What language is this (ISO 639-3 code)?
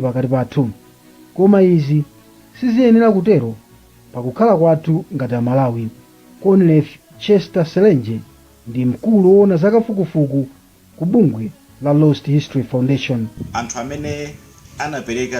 nya